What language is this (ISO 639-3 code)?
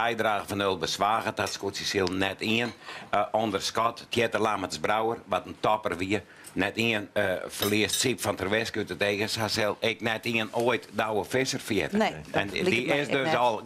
fry